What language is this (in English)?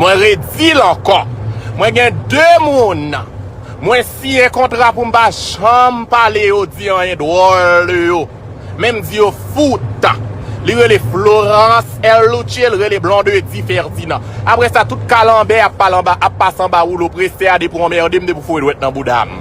Haitian Creole